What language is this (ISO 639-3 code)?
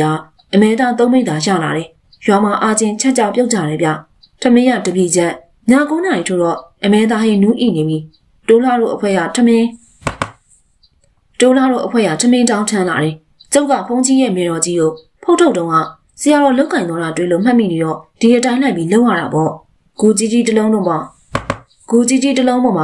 mya